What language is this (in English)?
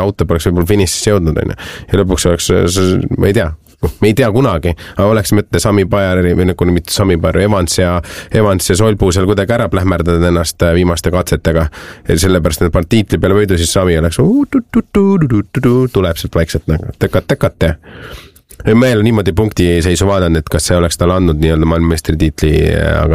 Estonian